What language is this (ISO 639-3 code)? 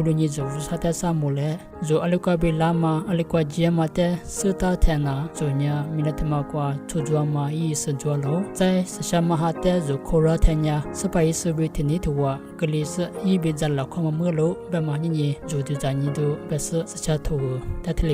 lis